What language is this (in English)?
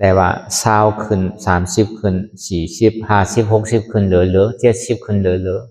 Shan